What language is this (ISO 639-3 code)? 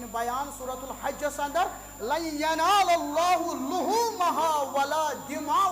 kas